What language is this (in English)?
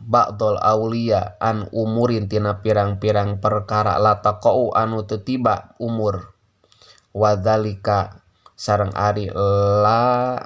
Sundanese